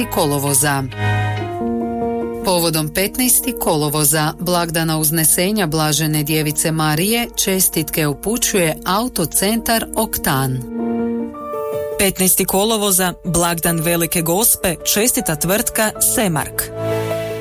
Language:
Croatian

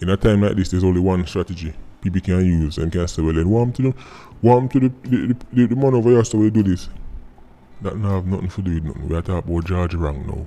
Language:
Jamaican Creole English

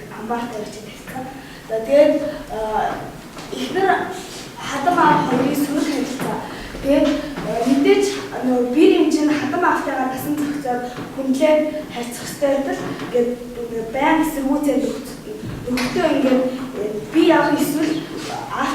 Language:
Mongolian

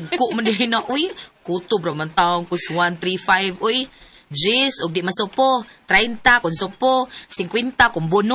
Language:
Cebuano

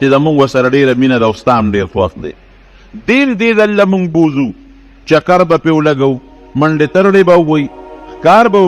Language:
Pashto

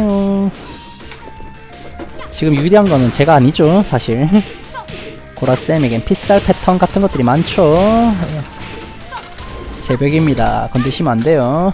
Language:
Korean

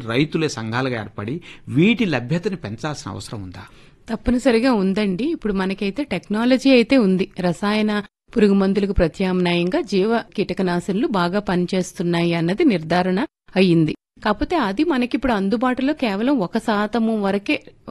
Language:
Telugu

